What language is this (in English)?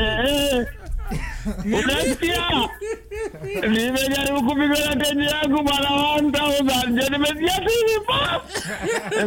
Swahili